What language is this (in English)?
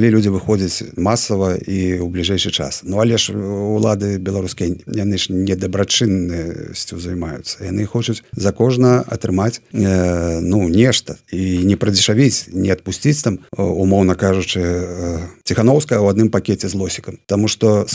Belarusian